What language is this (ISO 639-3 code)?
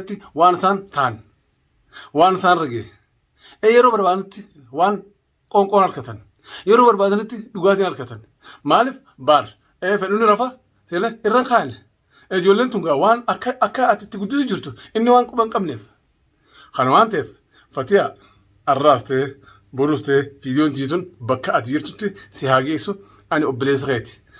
orm